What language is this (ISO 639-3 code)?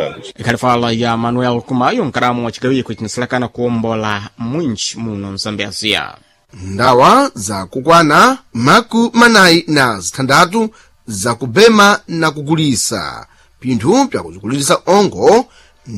seh